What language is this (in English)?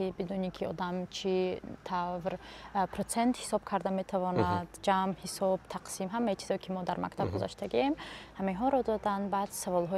Tajik